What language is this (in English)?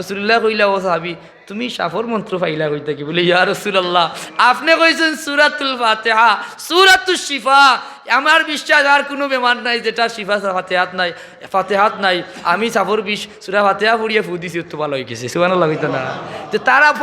Sylheti